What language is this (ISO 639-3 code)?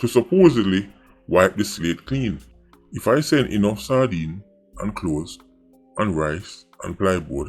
jam